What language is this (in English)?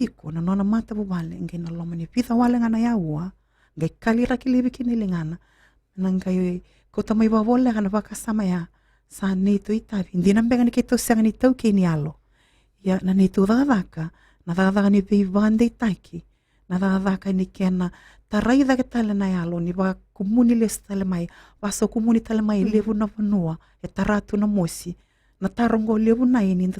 Fijian